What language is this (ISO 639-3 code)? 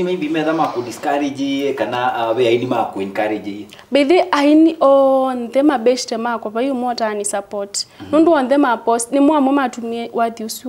kam